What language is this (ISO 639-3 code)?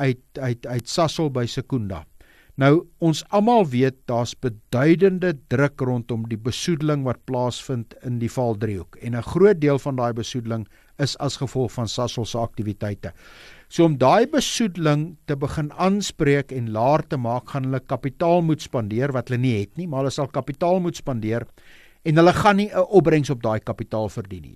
afr